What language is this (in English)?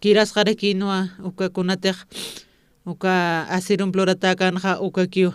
Aymara